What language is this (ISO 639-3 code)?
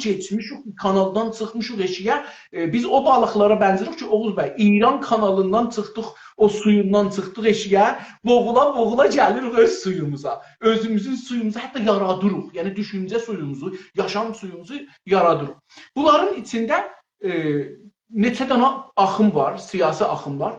azb